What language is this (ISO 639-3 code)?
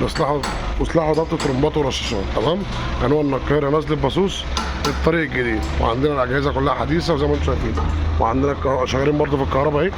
arz